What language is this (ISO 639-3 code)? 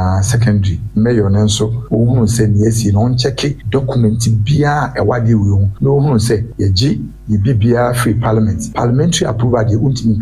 aka